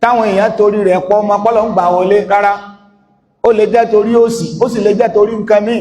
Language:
Yoruba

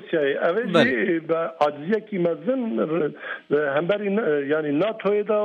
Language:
Kurdish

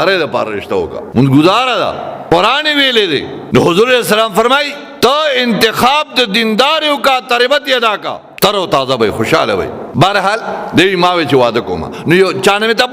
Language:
Pashto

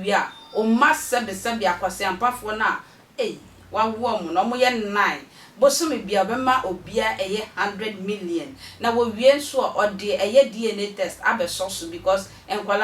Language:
Akan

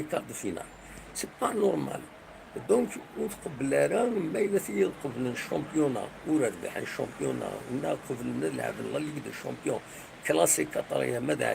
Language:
Kabyle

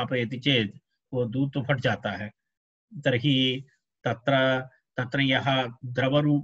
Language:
Sanskrit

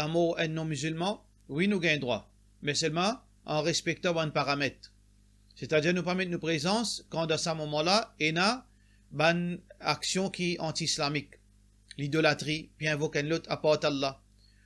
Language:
Morisyen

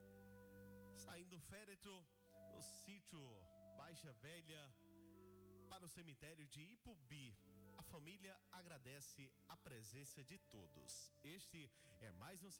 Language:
Portuguese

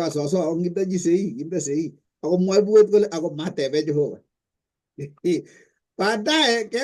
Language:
Kalenjin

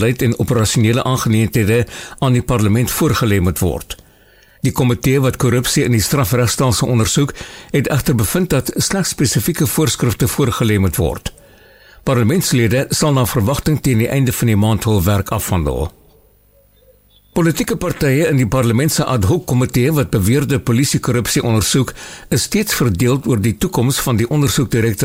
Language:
Afrikaans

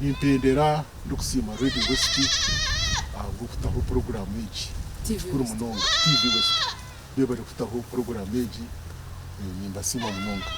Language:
Nyankole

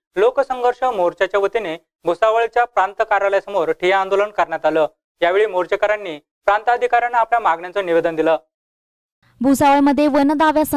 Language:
Marathi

